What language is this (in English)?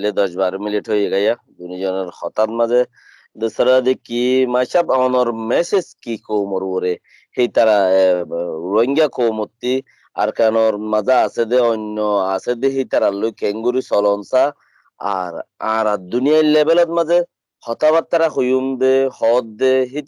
Rohingya